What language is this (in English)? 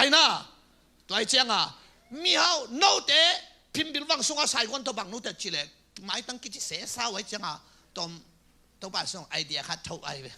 Tedim Chin